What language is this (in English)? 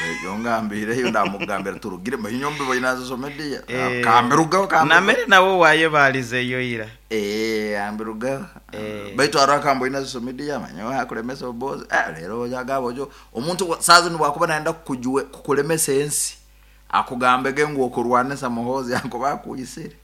Nyoro